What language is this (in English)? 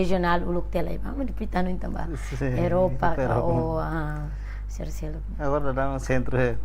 Tetum